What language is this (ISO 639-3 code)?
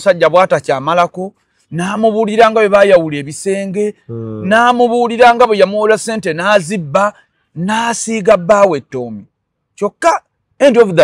lug